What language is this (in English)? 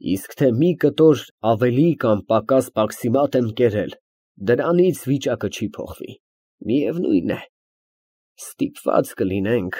Armenian